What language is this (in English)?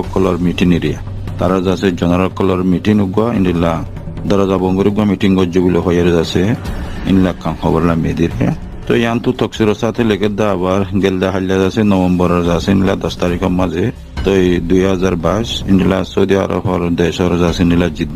Rohingya